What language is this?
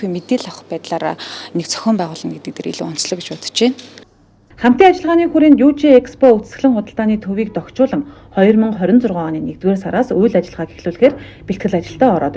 Mongolian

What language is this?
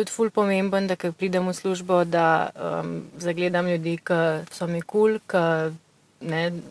Slovenian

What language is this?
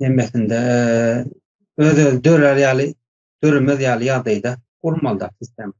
Turkmen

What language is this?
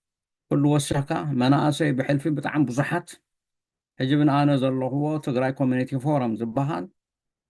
Tigrinya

